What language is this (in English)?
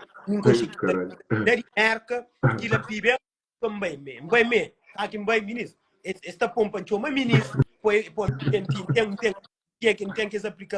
Kabuverdianu